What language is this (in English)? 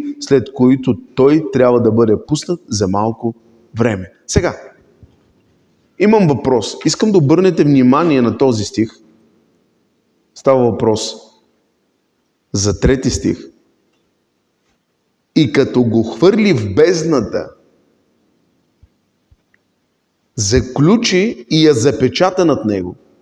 Bulgarian